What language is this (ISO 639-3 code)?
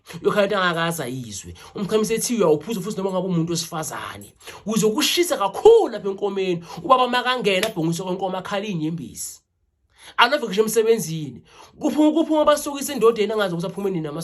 zul